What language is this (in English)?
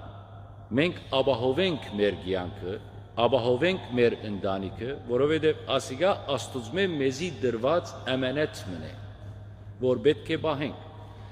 Western Armenian